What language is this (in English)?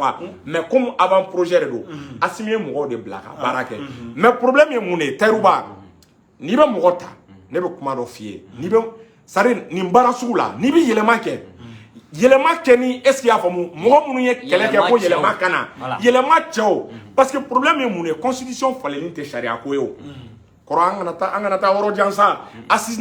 Bambara